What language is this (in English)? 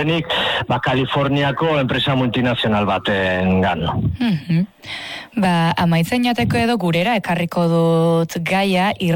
Basque